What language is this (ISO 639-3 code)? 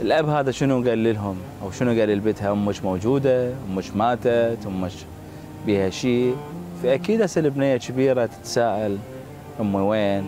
acm